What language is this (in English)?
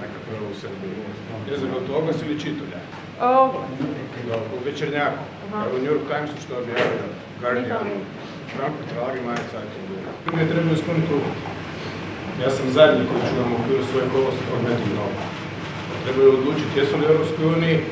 Croatian